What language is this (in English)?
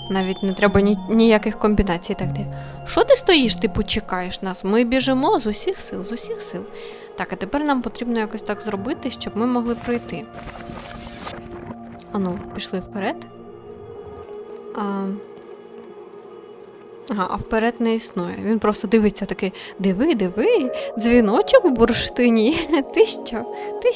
Ukrainian